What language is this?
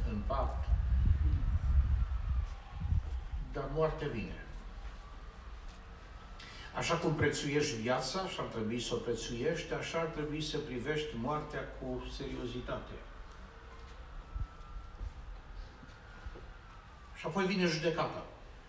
Romanian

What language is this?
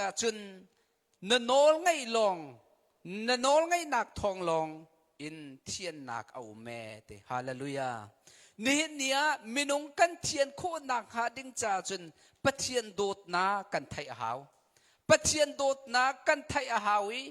Hakha Chin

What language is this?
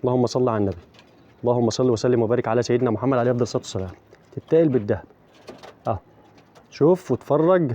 Egyptian Arabic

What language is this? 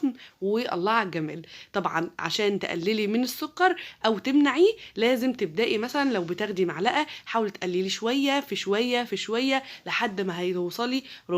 Egyptian Arabic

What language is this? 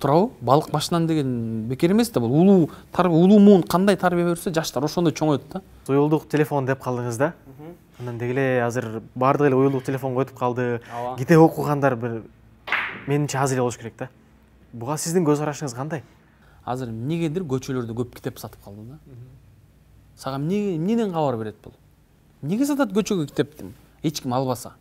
Kyrgyz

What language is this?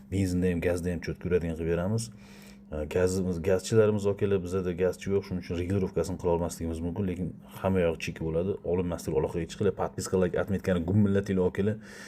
Uzbek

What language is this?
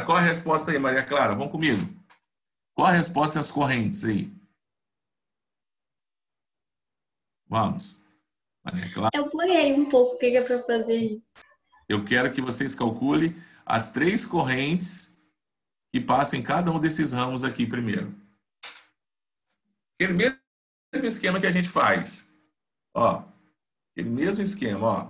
Portuguese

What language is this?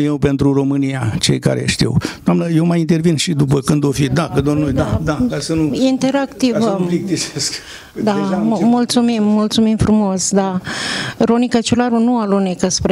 Romanian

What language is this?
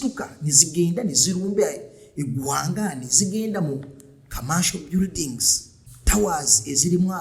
Ganda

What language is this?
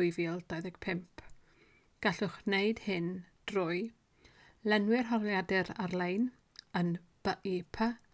Welsh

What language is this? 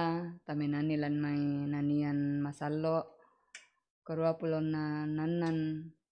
Toraja-Sa'dan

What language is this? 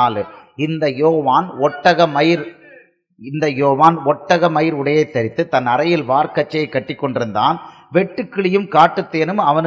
Tamil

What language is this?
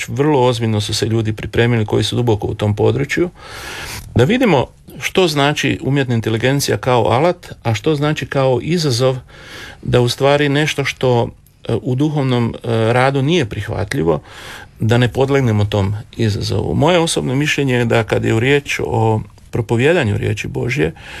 Croatian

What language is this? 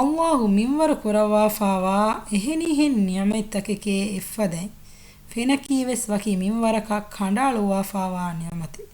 Divehi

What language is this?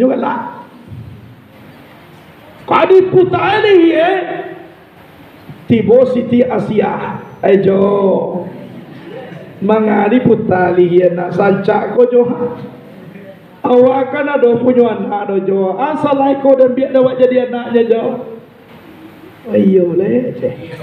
Minangkabau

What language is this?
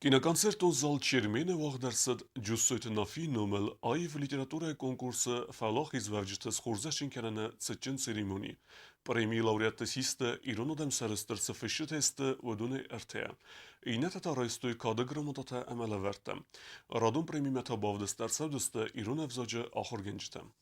Ossetic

